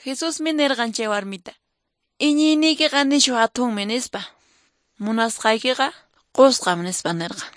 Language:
Quechua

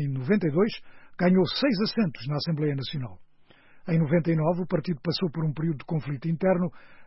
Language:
Portuguese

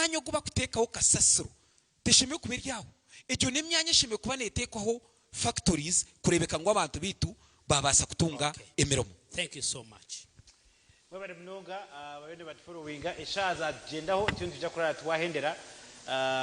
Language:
Nyankole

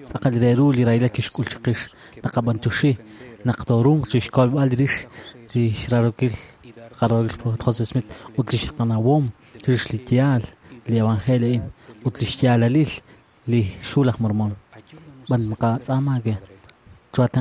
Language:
Kekchí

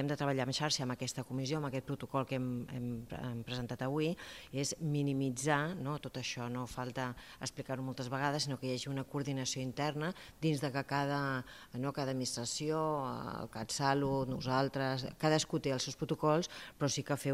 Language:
Catalan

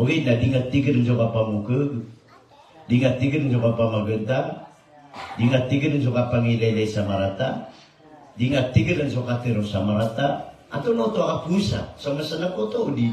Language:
Maranao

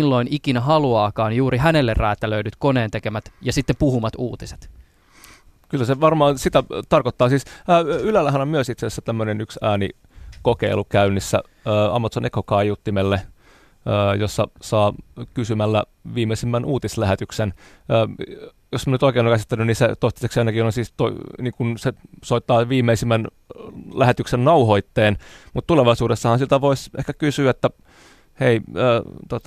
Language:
Finnish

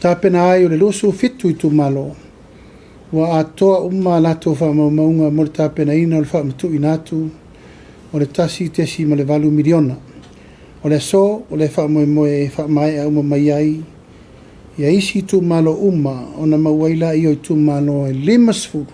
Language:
Samoan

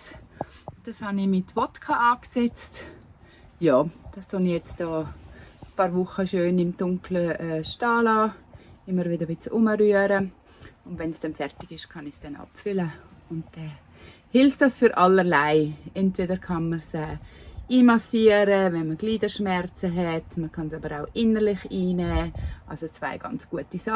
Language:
Swiss German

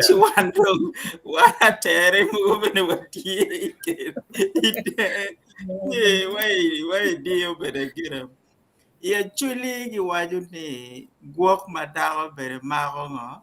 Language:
Acoli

